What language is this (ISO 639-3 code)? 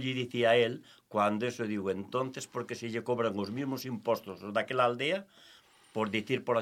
glg